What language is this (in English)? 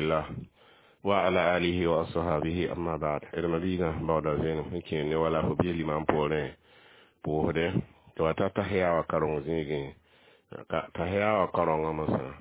Mossi